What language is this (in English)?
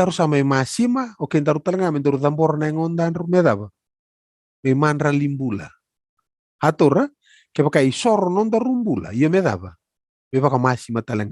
Fijian